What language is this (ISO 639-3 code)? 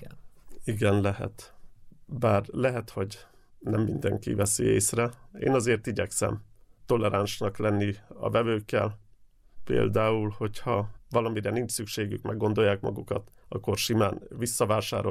hun